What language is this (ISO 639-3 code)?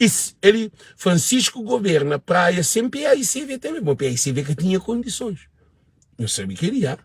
kea